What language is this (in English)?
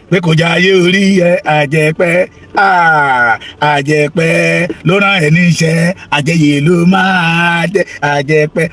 Yoruba